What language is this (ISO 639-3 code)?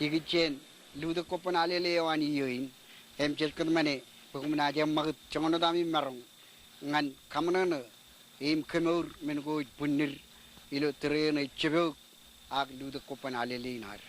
mah